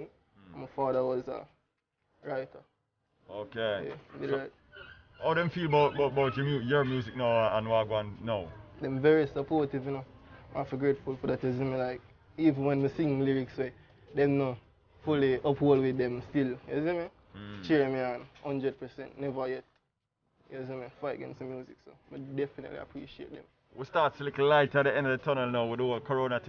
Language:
Jamaican Creole English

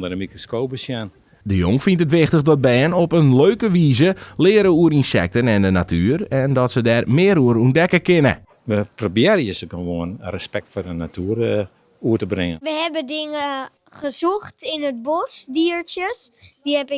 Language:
Western Frisian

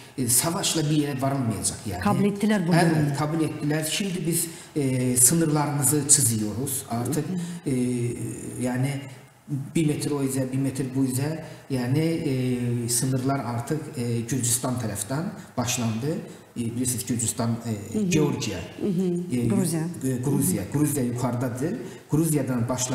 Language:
Gagauz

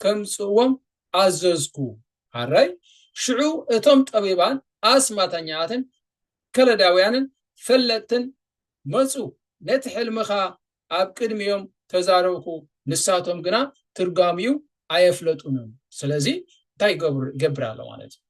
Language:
Tigrinya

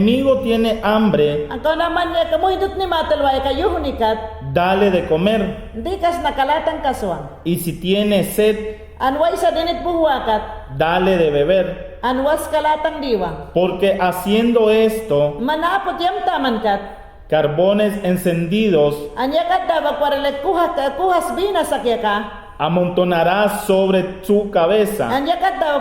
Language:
Mayangna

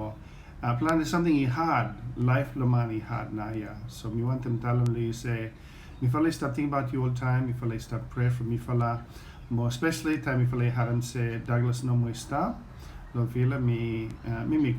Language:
Bislama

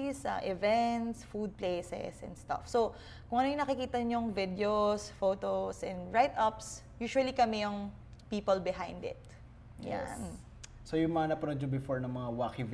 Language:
Filipino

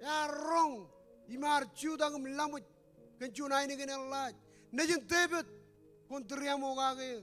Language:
Marshallese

